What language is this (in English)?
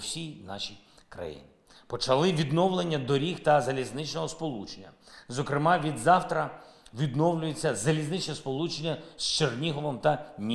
Ukrainian